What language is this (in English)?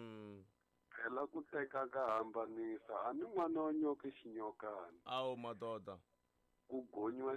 Tsonga